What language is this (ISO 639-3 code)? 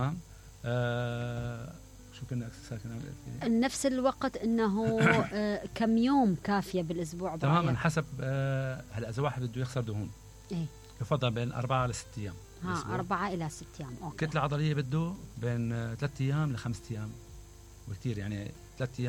acm